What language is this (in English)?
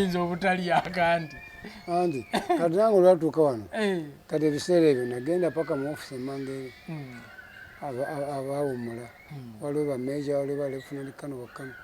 Ganda